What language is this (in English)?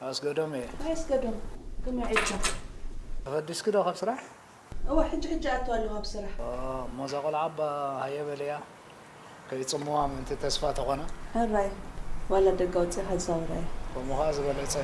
Tigrinya